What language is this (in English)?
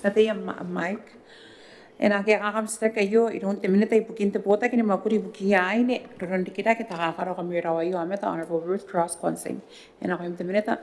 Gilbertese